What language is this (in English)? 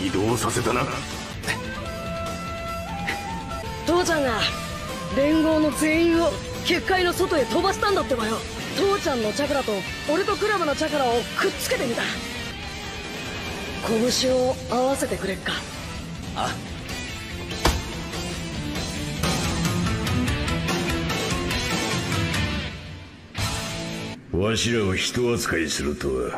Japanese